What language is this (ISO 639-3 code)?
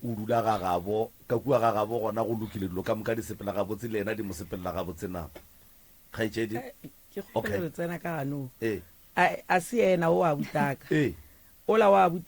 nso